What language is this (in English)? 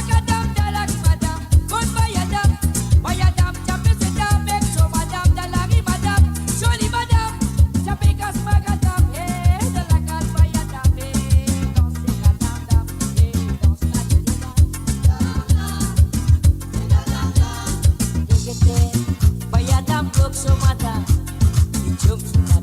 Morisyen